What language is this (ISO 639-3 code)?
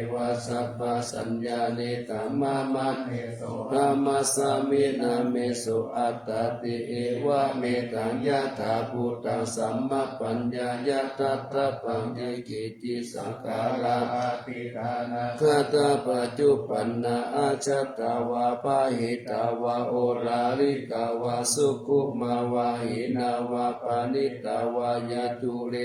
pli